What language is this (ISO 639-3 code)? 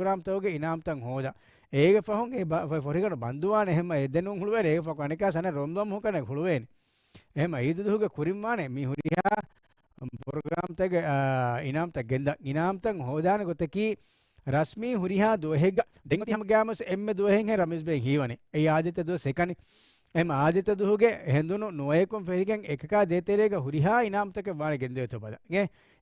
div